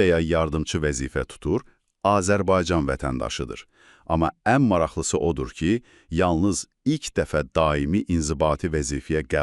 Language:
Azerbaijani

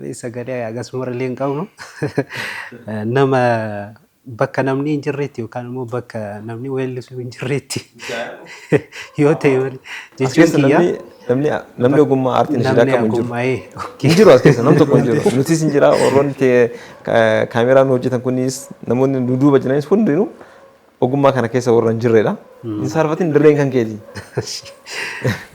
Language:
Oromo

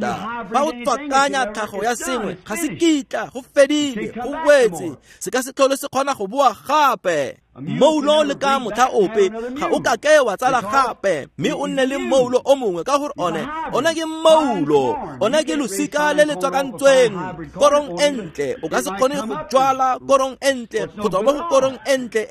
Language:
Tswana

